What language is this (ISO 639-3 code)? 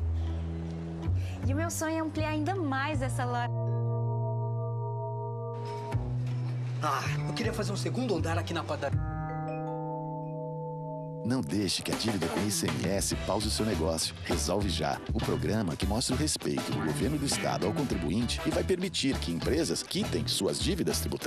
por